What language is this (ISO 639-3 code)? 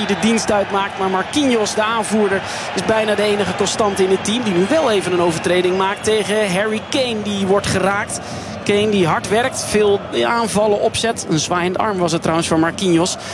nld